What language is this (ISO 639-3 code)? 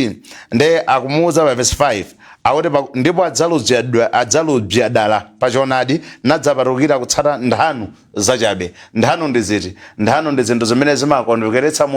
nya